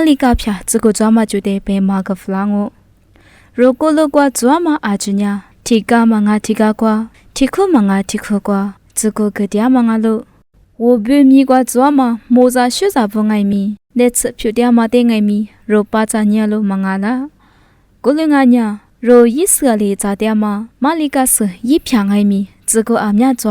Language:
Lisu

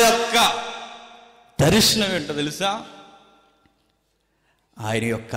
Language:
Telugu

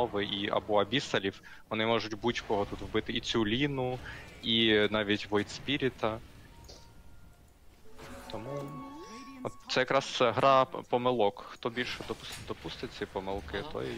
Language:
Ukrainian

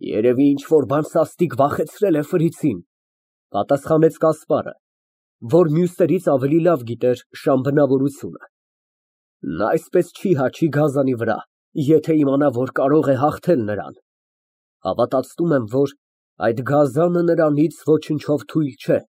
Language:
Armenian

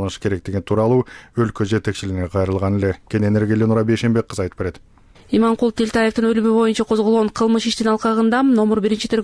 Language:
Kyrgyz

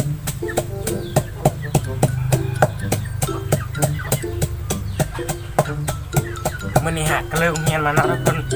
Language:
Lao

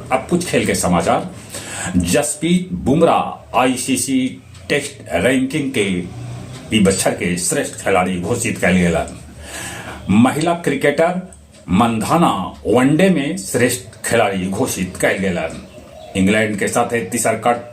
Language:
Magahi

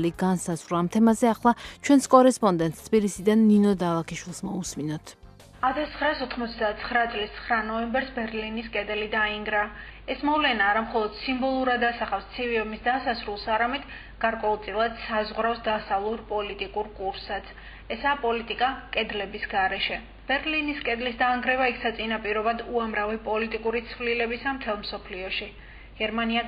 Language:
Georgian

